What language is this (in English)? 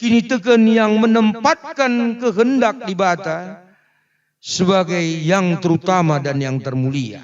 Batak Karo